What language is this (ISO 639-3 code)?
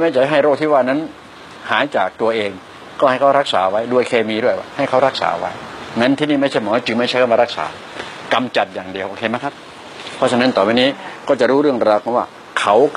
tha